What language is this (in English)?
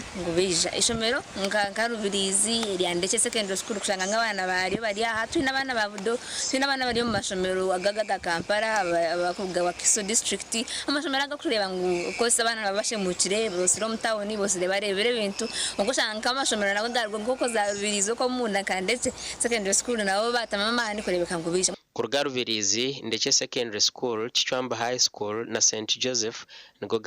Nyankole